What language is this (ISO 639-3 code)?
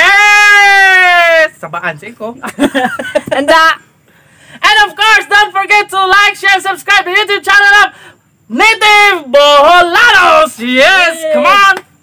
ceb